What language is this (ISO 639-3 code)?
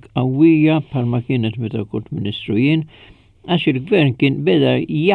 mlt